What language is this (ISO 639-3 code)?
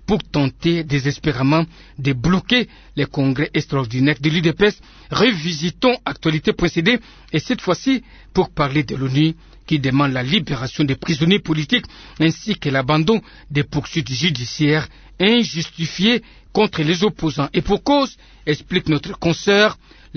fra